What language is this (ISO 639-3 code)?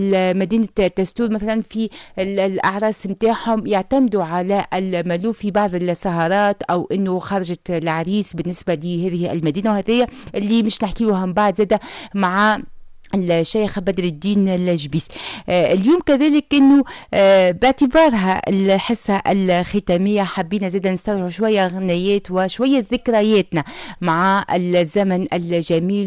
aeb